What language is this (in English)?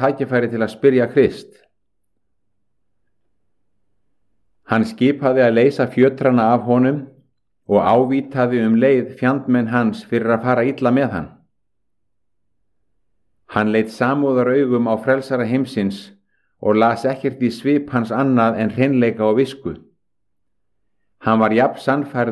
Icelandic